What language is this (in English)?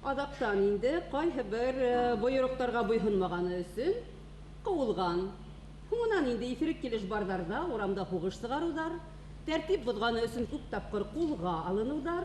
Bashkir